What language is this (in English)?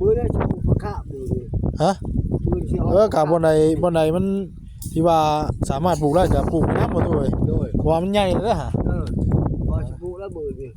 Northeastern Thai